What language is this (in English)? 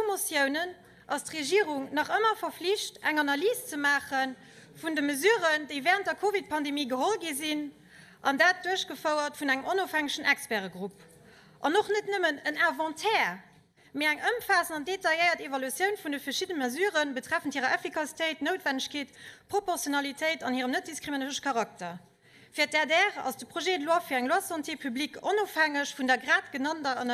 Luxembourgish